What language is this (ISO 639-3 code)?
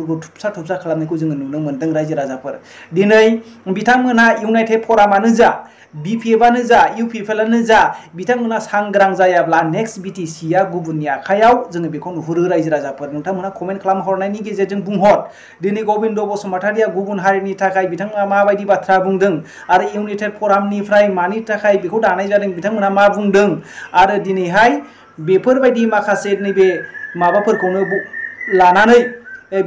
brx